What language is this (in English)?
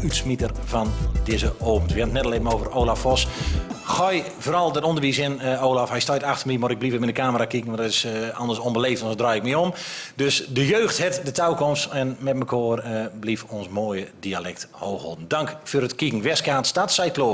Gronings